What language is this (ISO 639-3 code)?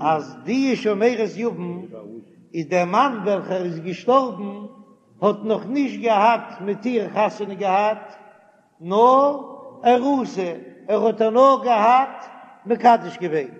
yid